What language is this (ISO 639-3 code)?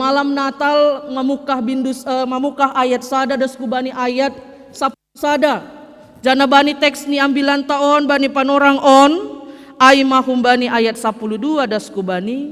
bts